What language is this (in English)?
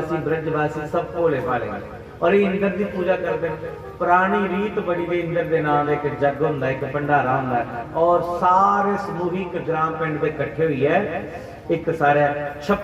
Dogri